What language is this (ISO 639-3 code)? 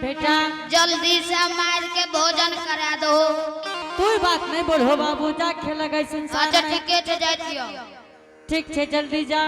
anp